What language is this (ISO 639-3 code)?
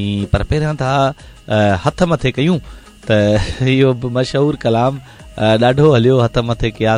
snd